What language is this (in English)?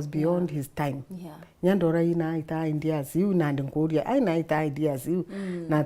Meru